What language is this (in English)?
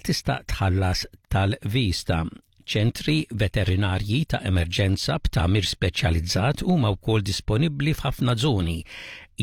Maltese